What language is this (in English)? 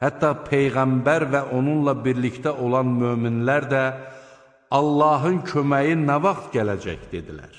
Azerbaijani